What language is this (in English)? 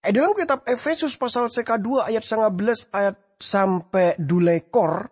Madurese